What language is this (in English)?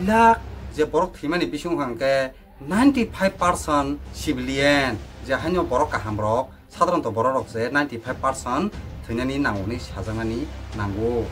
Kok Borok